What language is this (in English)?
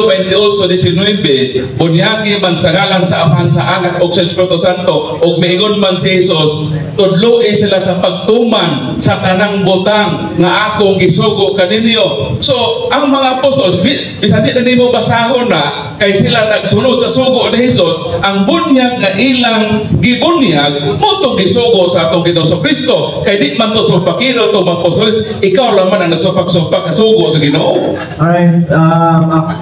Cebuano